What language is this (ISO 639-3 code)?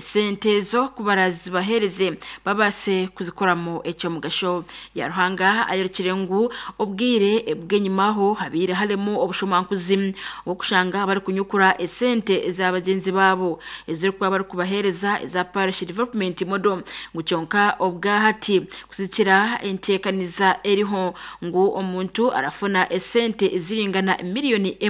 nyn